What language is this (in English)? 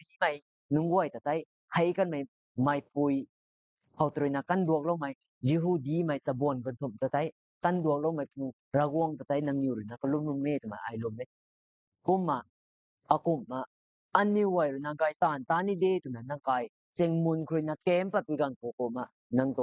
Rongmei Naga